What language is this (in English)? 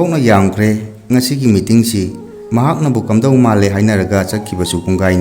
Manipuri